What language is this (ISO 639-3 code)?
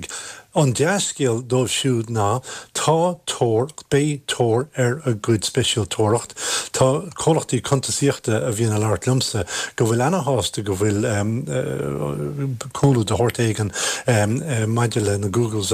gle